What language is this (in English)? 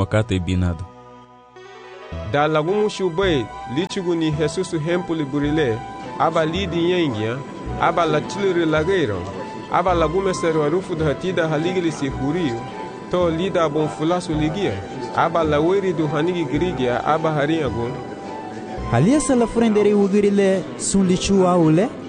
Garifuna